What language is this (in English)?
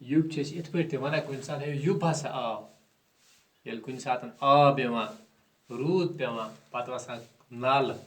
Kashmiri